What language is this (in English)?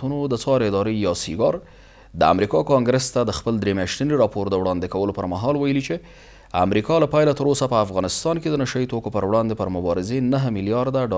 Pashto